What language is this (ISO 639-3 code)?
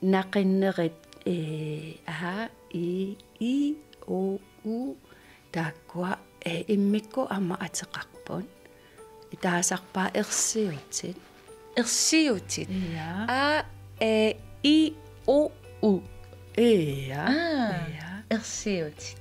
kal